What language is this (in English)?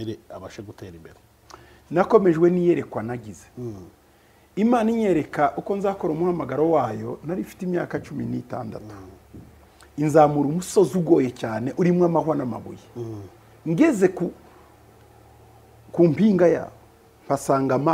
Kinyarwanda